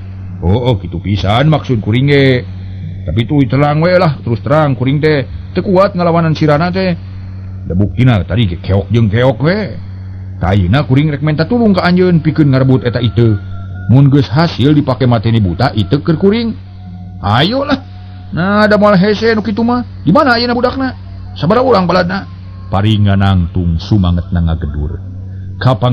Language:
Sundanese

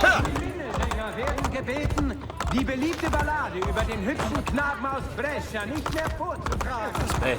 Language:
Bavarian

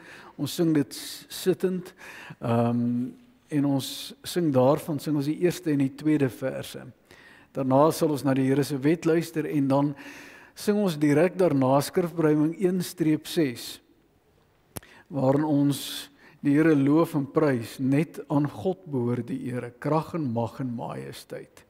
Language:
Afrikaans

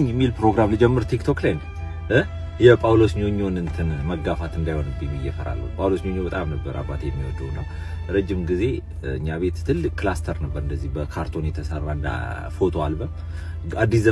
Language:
Amharic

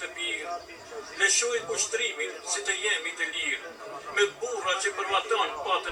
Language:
Albanian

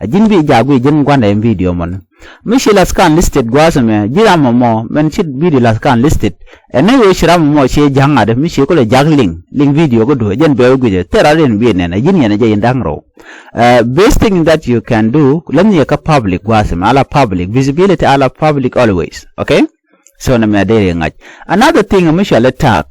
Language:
Nuer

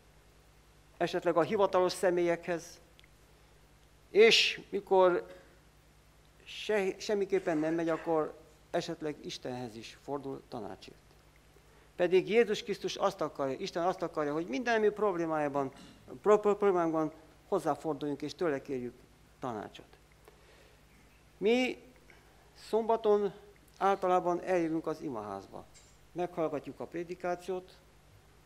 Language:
Hungarian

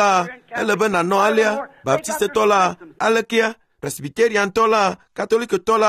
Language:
Ewe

